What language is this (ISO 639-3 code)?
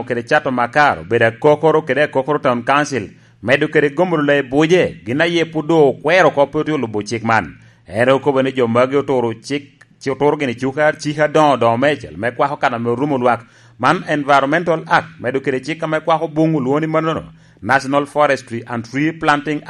laj